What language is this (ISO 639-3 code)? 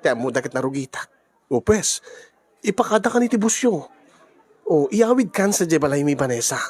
ilo